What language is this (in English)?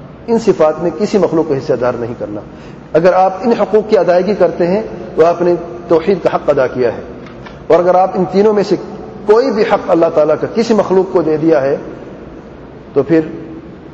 Urdu